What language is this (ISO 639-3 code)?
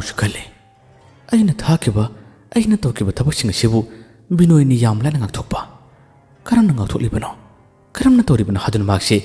mni